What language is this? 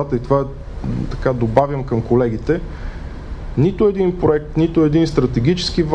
Bulgarian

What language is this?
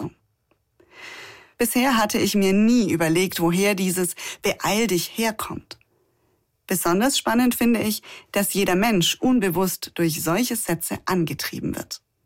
German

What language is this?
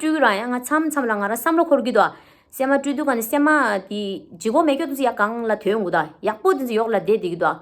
Tibetan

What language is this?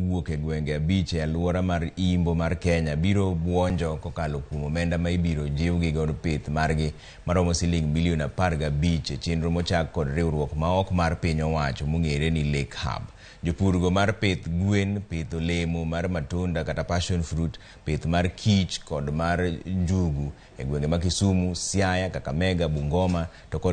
Luo (Kenya and Tanzania)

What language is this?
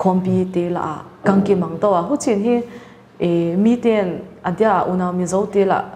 Paite Chin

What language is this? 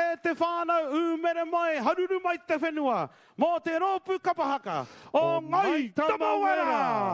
Māori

